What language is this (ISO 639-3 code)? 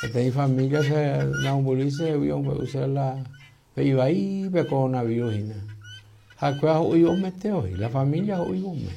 grn